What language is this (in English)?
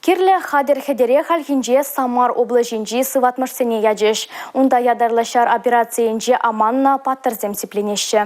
Chuvash